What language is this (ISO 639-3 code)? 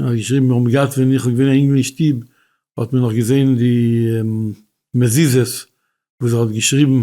yid